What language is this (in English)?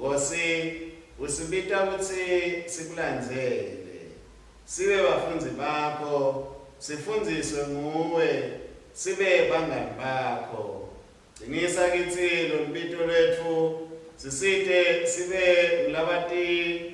Swati